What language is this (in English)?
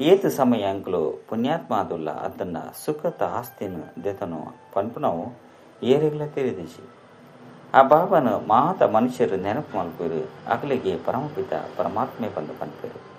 Tulu